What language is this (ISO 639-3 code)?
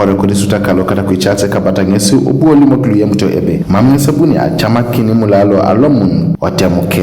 teo